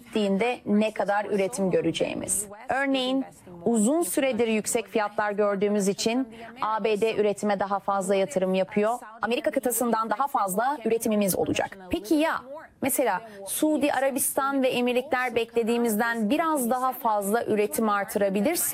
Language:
Turkish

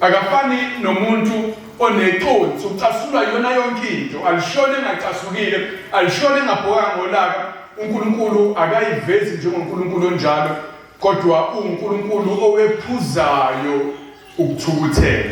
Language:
Zulu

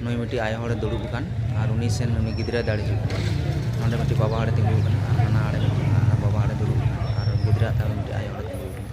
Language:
Santali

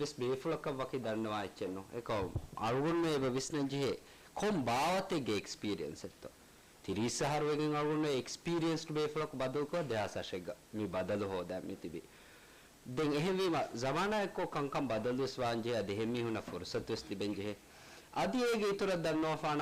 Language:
Divehi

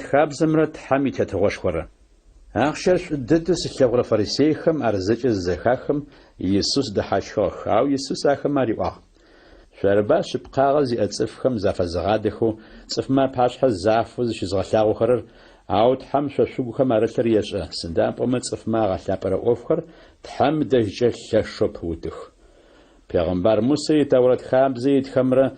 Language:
Adyghe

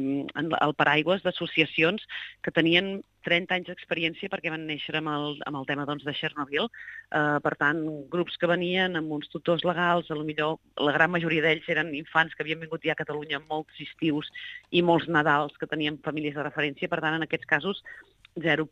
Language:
Catalan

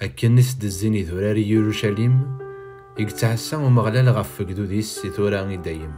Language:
Kabyle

